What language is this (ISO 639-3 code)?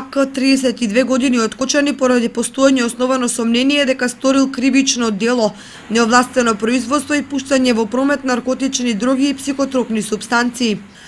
mkd